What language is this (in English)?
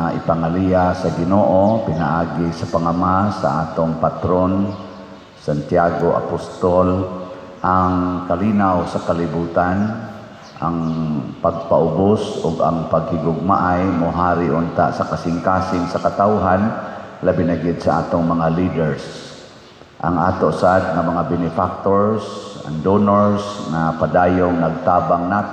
Cebuano